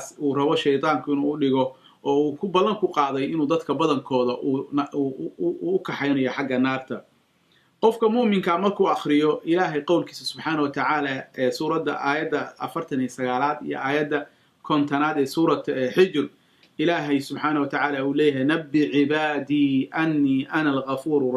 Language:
Somali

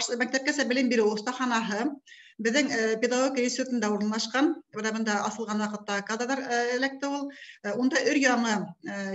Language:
Bashkir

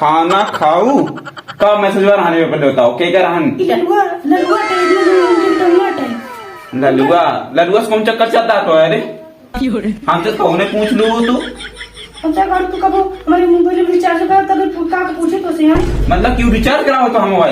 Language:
Awadhi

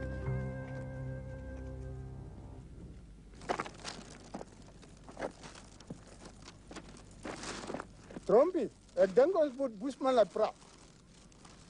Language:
Afrikaans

